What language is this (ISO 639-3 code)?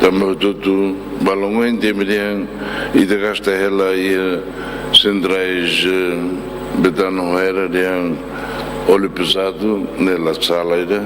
tet